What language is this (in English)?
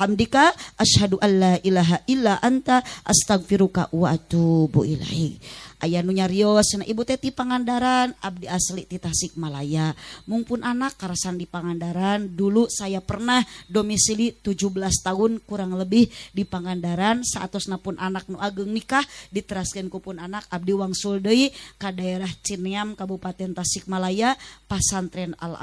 Sundanese